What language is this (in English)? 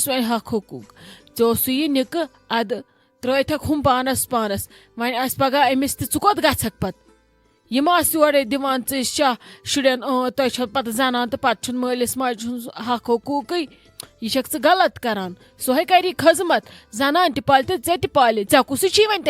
Kashmiri